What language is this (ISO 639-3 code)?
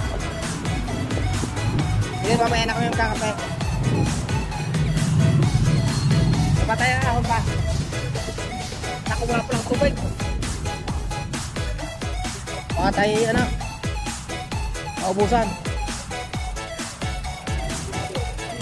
fil